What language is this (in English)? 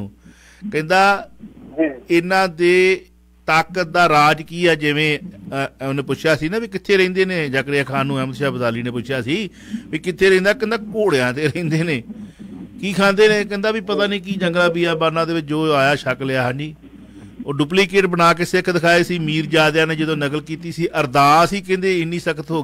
Punjabi